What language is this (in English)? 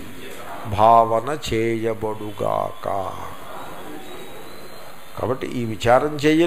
Telugu